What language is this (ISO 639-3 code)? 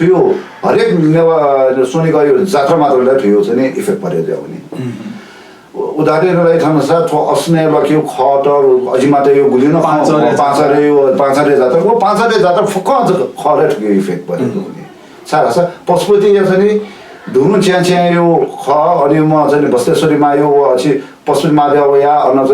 new